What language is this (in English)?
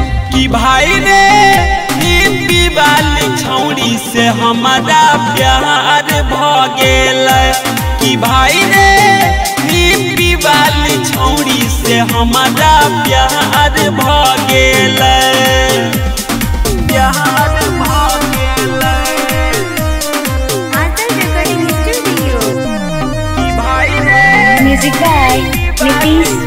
Bhojpuri